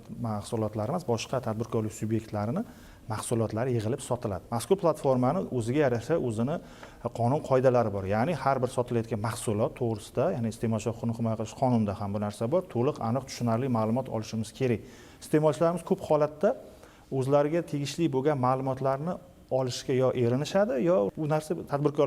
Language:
Uzbek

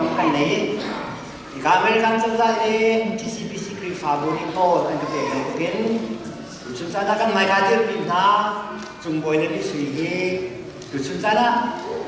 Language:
Hakha Chin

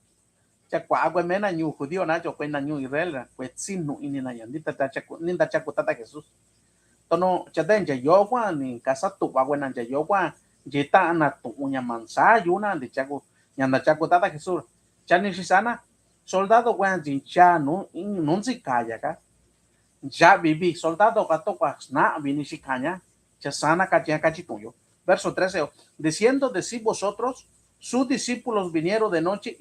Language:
Mixtepec Mixtec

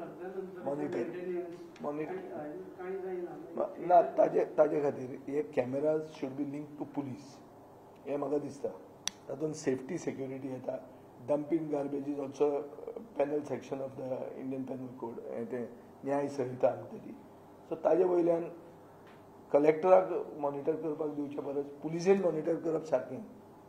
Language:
Konkani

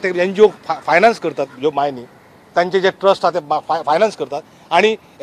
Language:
Konkani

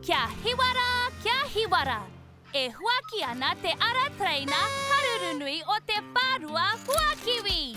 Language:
Māori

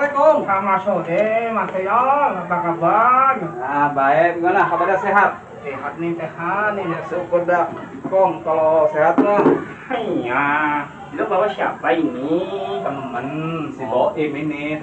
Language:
Betawi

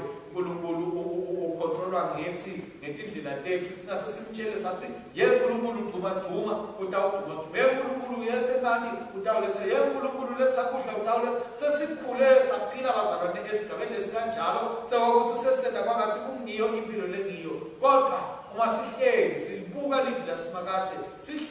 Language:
Swati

